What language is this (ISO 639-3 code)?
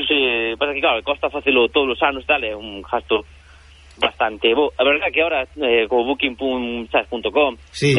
glg